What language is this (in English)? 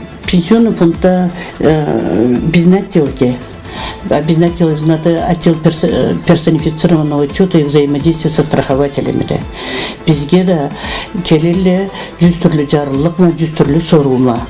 Karachay-Balkar